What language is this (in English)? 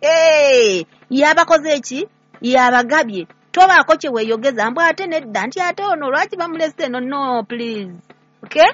Ganda